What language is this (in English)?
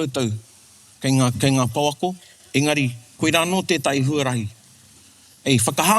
Māori